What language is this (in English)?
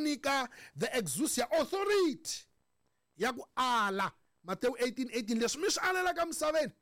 Tsonga